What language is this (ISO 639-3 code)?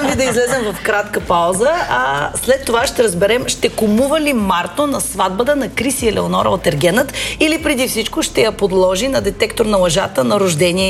bul